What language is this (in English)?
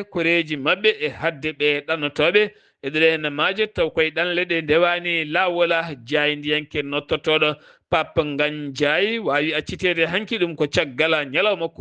Fula